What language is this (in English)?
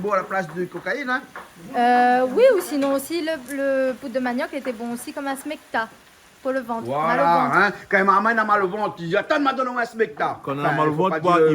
Réunion Creole French